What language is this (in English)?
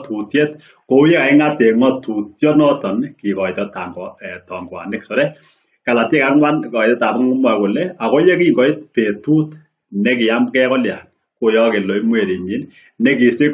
Kalenjin